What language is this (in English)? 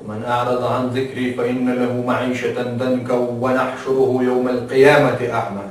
Chechen